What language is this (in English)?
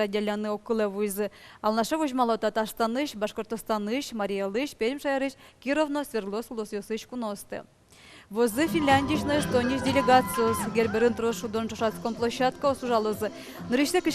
Udmurt